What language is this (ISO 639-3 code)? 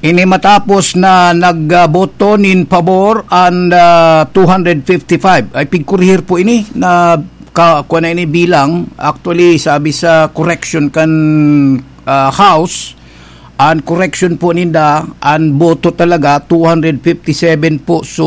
bik